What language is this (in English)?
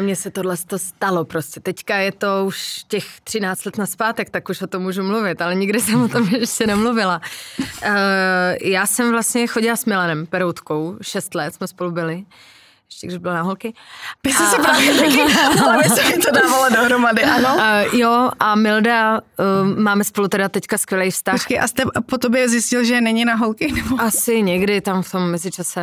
Czech